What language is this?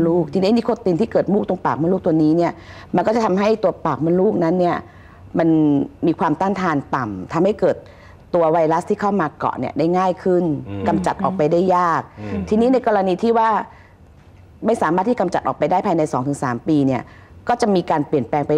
Thai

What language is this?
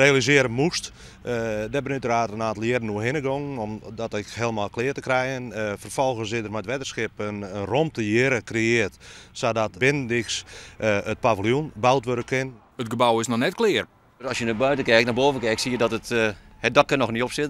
Western Frisian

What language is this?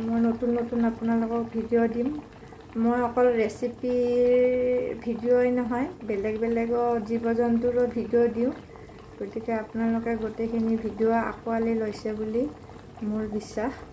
Assamese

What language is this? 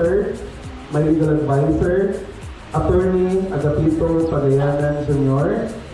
Waray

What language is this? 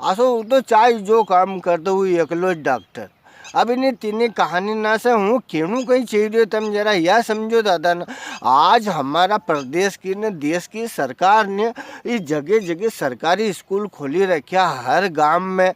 Rajasthani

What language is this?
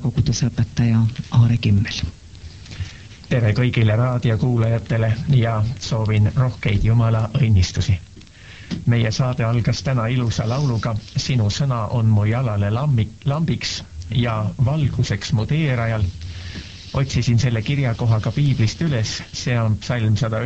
Estonian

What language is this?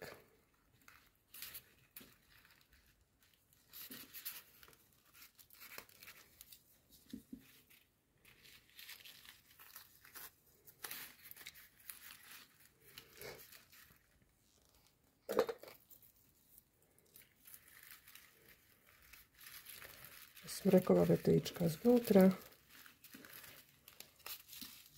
Slovak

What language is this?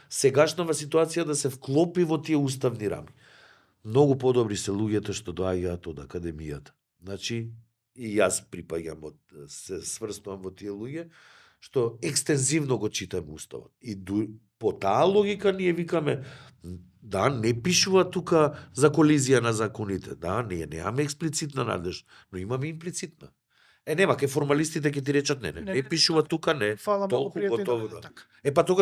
Macedonian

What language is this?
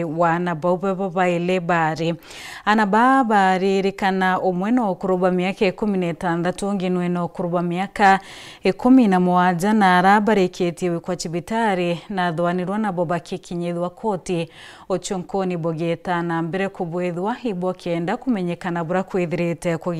Meru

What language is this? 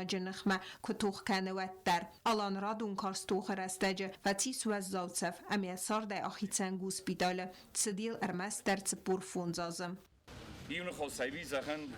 Ossetic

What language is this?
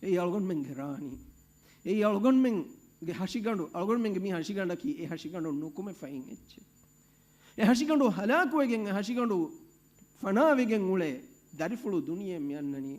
Divehi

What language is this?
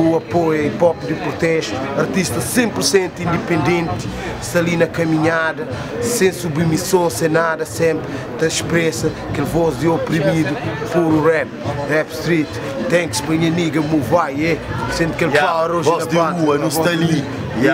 Kabuverdianu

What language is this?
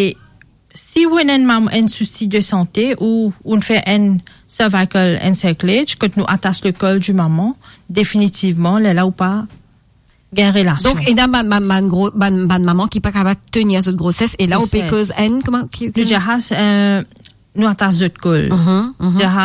Morisyen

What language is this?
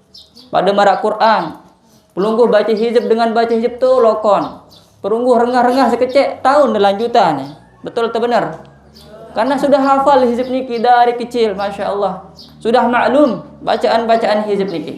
Sasak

